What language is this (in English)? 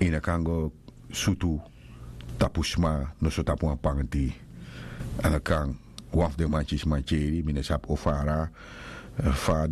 Sranan Tongo